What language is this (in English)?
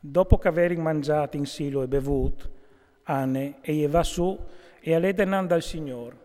Friulian